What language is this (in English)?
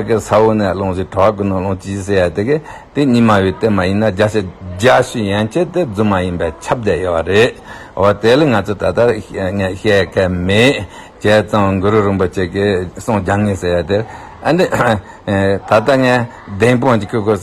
Tibetan